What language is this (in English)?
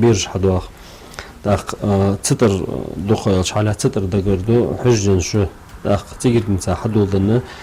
Ingush